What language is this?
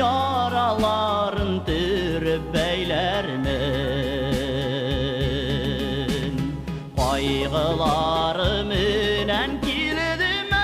Bashkir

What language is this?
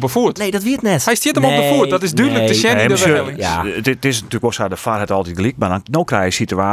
Western Frisian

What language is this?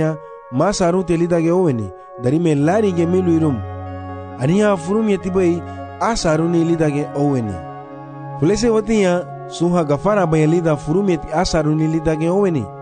Garifuna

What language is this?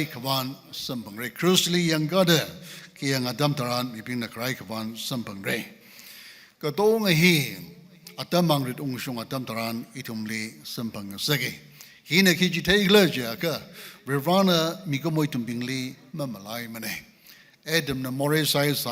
Tangkhul Naga (India)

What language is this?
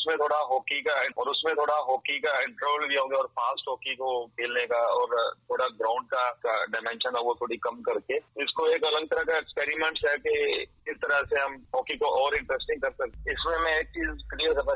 Hindi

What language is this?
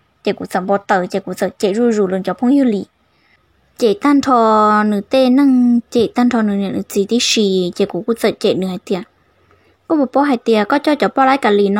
Hmong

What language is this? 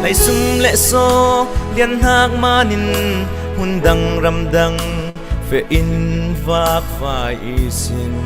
Falam Chin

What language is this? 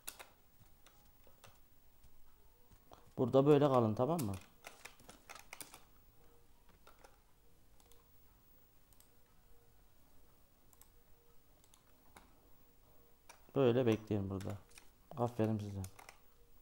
Turkish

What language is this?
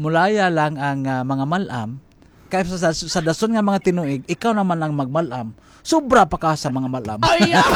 Hiligaynon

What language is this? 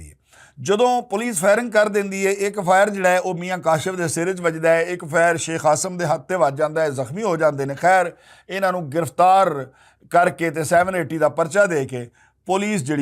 Western Panjabi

